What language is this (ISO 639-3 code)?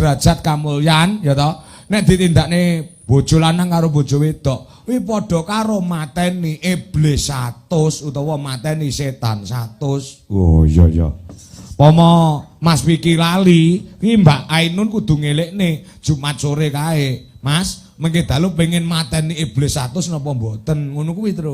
jav